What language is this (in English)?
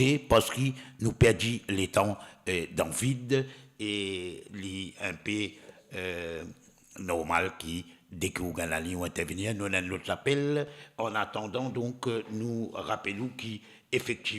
Morisyen